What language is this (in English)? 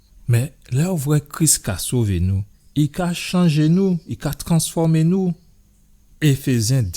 Guadeloupean Creole French